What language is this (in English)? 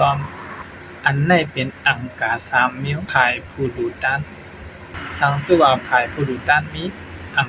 Shan